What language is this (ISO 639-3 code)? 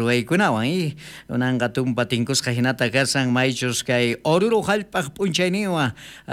quh